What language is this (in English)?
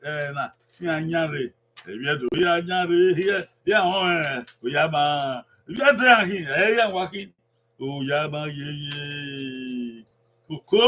Bini